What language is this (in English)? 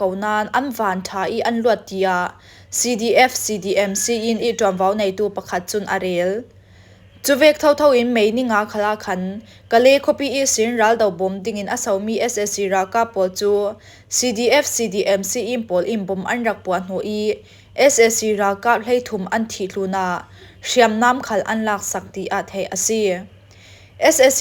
Falam Chin